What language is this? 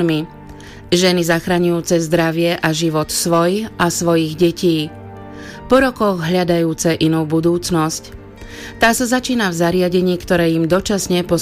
Slovak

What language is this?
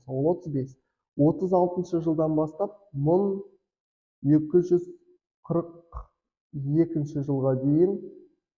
Kazakh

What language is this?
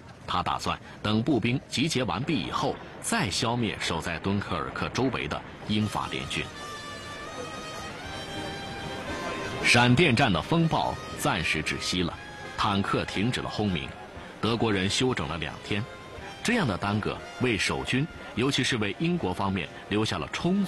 Chinese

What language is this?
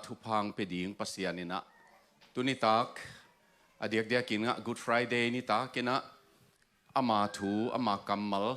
Tedim Chin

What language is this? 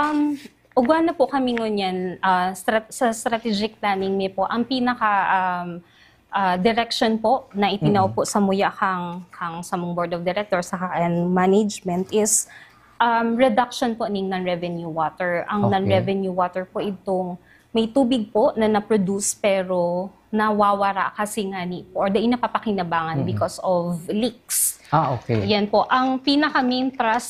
Bikol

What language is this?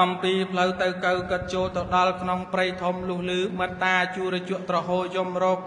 Khmer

